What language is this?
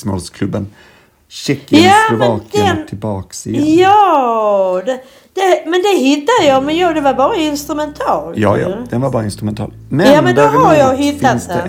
Swedish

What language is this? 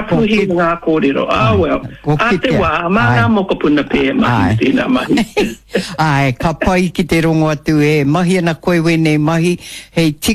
Māori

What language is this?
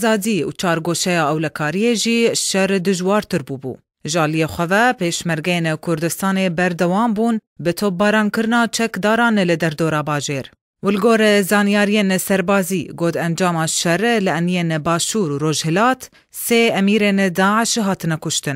Kurdish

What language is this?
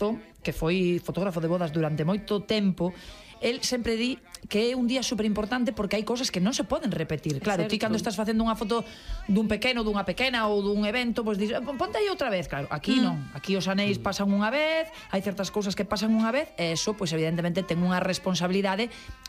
Galician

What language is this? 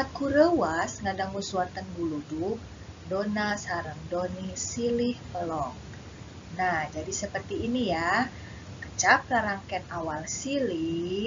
Sundanese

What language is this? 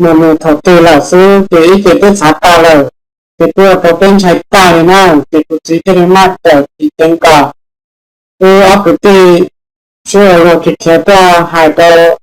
Hmong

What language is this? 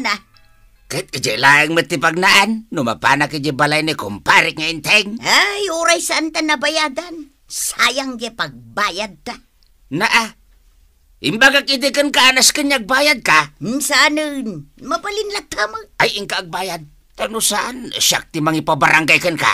Iloko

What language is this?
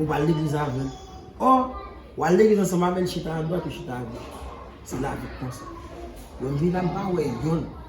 Haitian Creole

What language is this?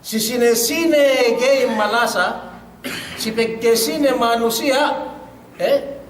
Yakan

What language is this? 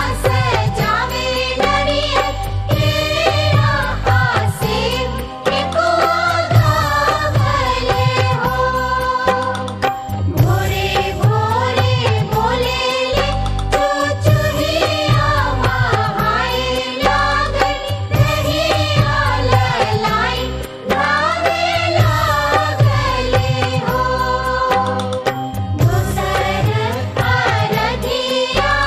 Bhojpuri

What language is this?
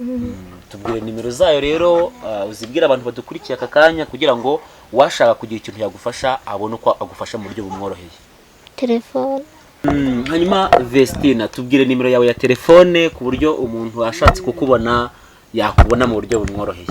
Kinyarwanda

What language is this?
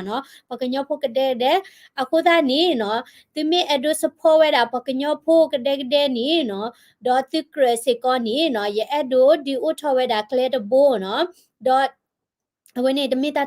S'gaw Karen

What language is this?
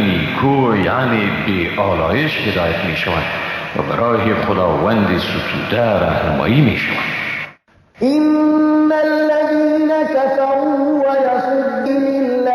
Persian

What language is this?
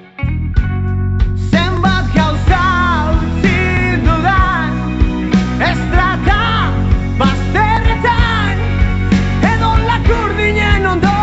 Basque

